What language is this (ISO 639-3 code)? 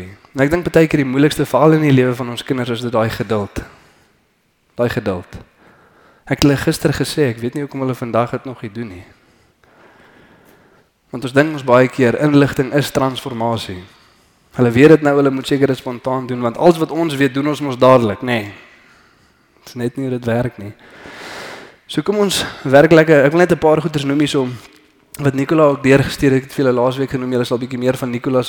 afr